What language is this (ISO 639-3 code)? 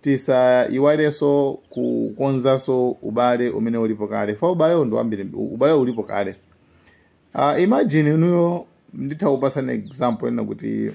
nya